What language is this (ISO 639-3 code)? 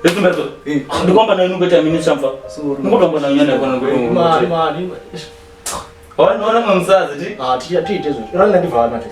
ven